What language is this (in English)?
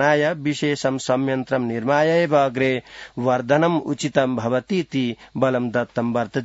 Sanskrit